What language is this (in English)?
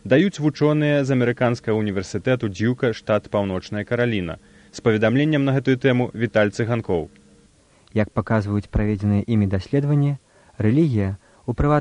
Belarusian